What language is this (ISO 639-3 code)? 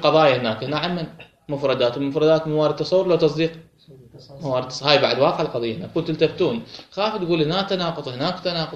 acm